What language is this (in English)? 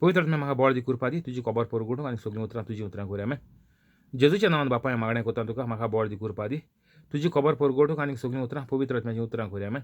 Konkani